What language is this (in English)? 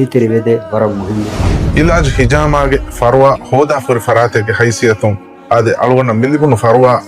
Divehi